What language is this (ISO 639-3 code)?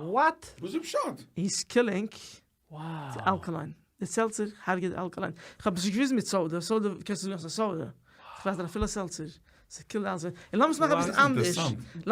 yid